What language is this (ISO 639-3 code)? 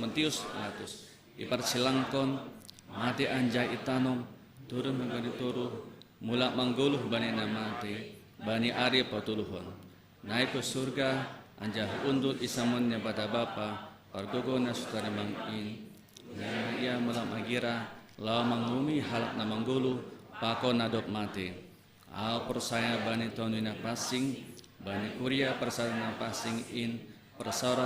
bts